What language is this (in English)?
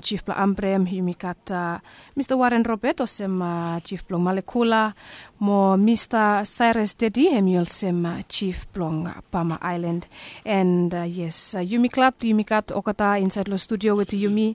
Bislama